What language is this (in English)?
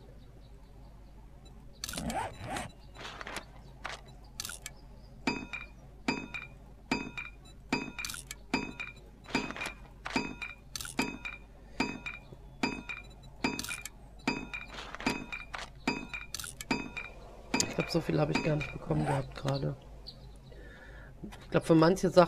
German